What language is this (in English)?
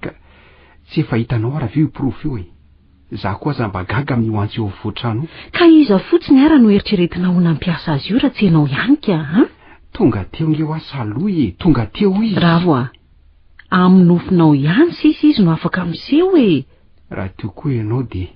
Malagasy